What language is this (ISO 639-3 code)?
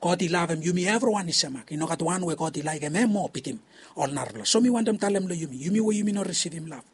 bis